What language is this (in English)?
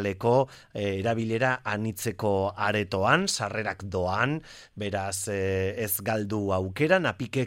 Basque